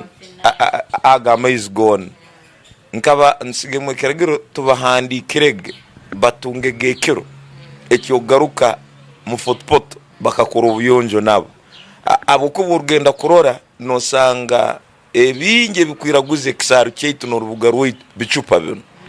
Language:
Tooro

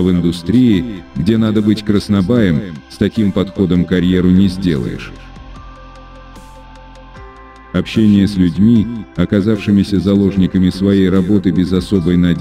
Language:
Russian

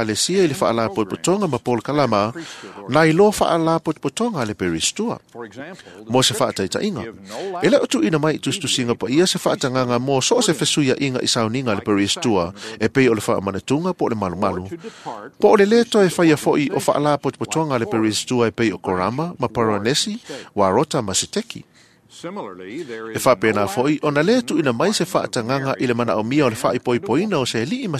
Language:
Samoan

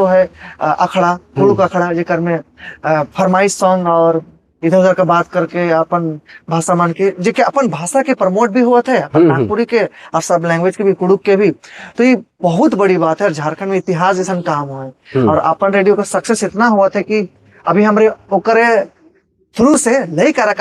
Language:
Sadri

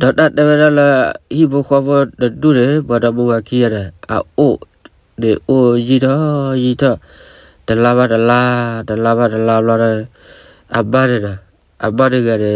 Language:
S'gaw Karen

